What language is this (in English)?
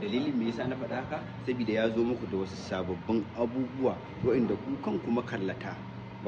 Hausa